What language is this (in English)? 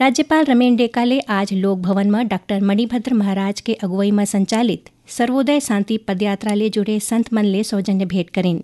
Chhattisgarhi